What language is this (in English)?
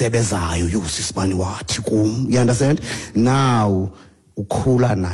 Xhosa